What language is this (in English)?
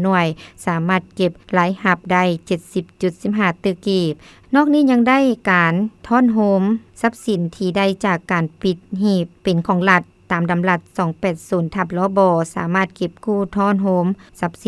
Lao